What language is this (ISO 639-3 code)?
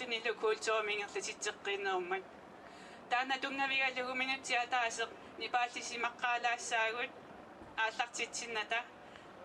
kal